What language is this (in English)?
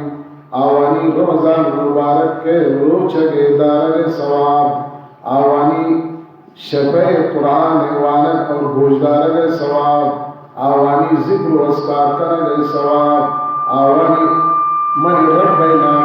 Baluchi